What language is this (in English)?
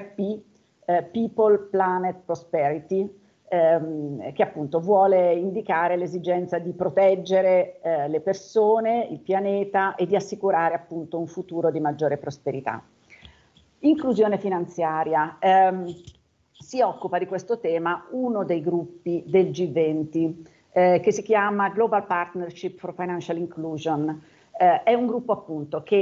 Italian